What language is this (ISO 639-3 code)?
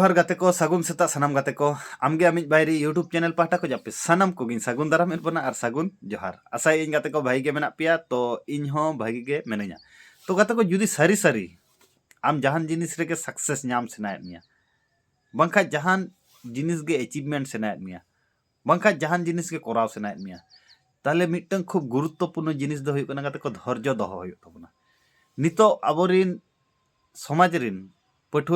sat